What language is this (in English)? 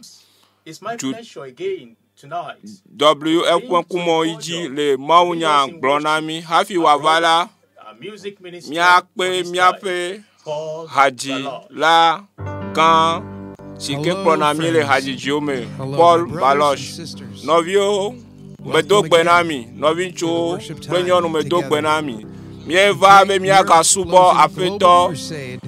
Ewe